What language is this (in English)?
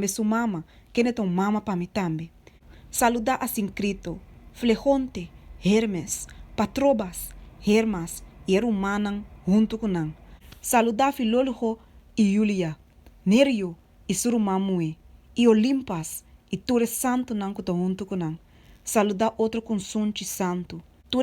Papiamento